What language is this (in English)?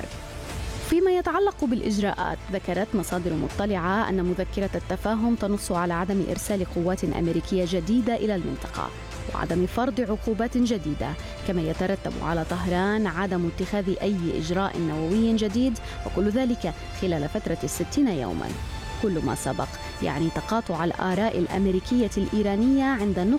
Arabic